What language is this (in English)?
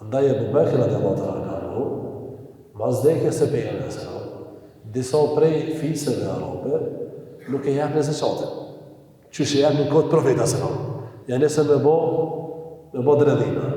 Albanian